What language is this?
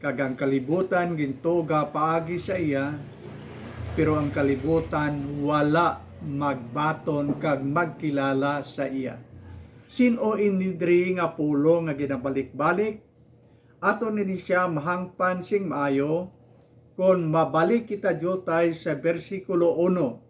Hiligaynon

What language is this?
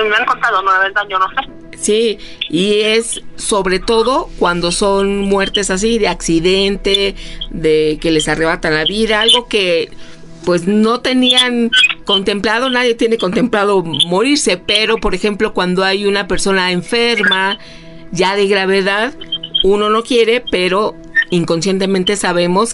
Spanish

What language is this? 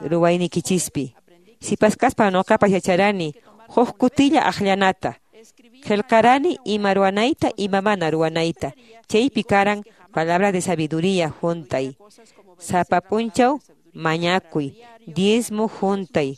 Quechua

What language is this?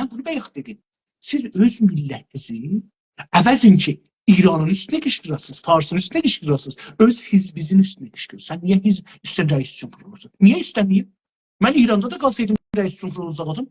South Azerbaijani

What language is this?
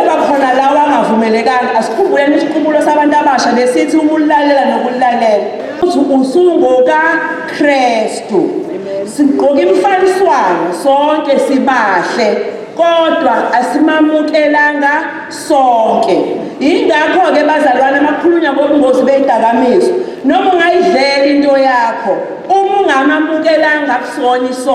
Zulu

